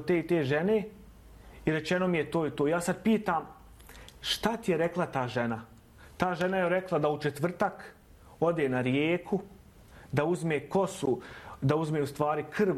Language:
Bosnian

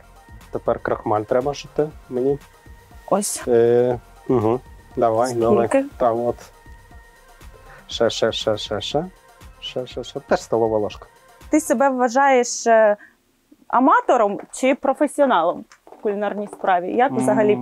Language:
Ukrainian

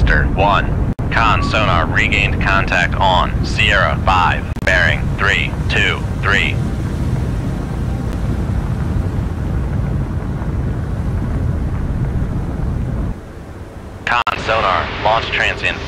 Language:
English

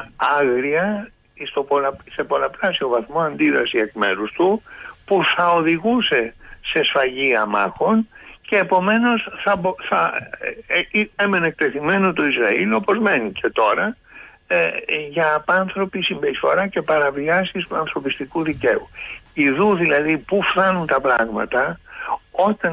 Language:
Greek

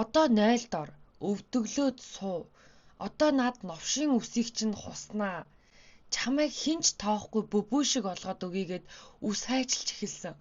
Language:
Mongolian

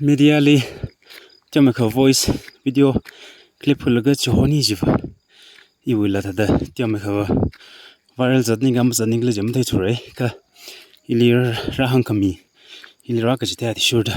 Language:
Tangkhul Naga (India)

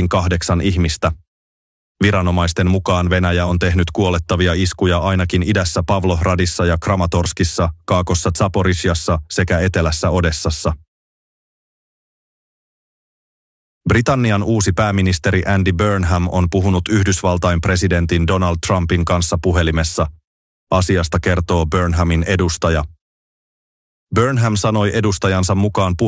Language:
Finnish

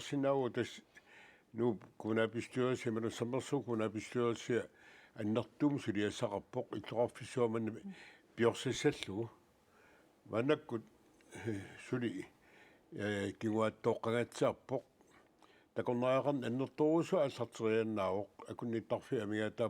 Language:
Kalaallisut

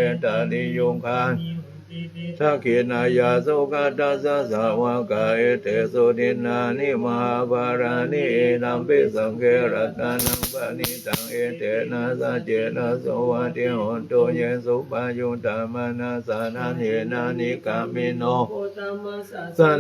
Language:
Pali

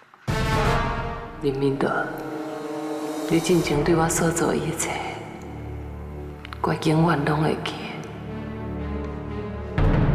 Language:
Min Nan Chinese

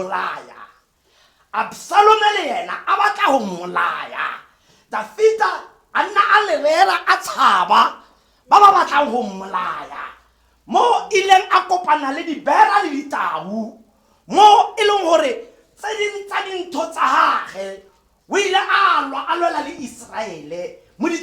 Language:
Tswana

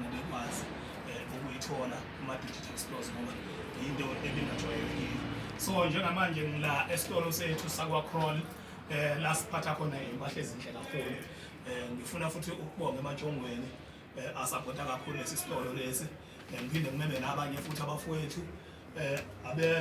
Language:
Zulu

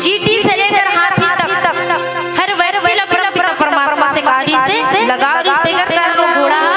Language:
Chhattisgarhi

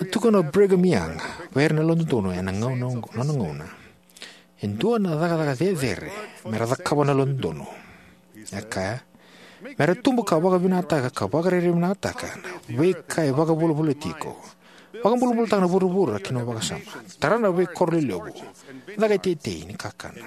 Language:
Fijian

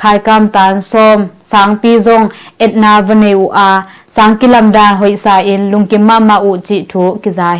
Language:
Tedim Chin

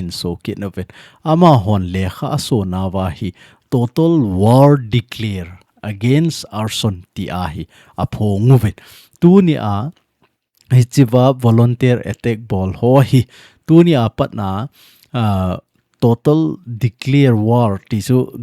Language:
Thado Chin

